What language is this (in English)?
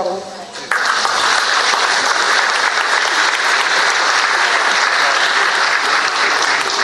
Bulgarian